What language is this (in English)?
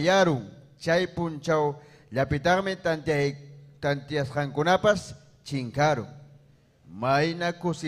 Ayacucho Quechua